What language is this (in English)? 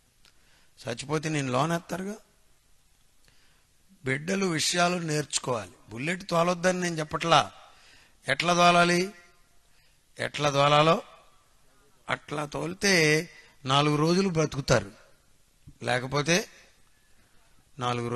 Telugu